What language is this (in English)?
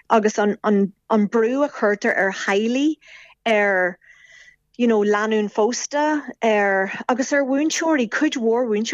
Irish